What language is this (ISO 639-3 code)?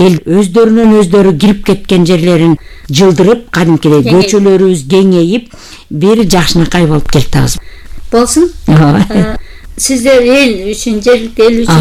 kir